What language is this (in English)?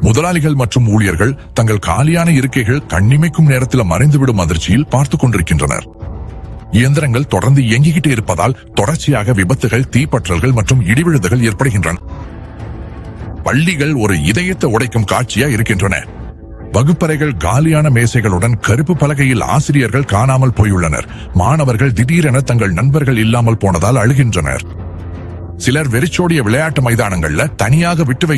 Tamil